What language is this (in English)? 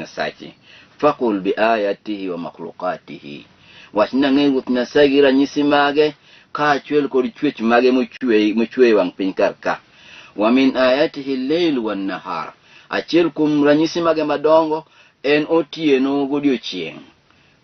Luo (Kenya and Tanzania)